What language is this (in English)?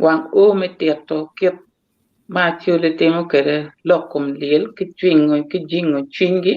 Acoli